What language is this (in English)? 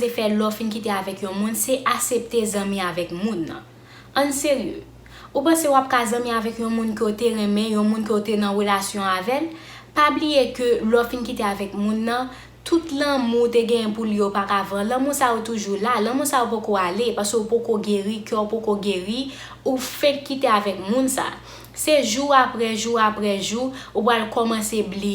Haitian Creole